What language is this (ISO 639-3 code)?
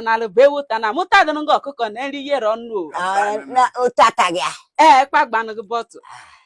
ibo